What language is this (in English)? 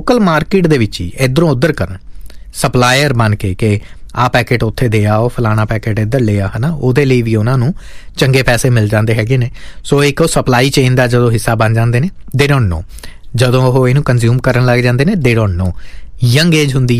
Punjabi